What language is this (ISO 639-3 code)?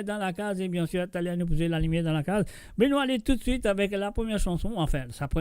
mfe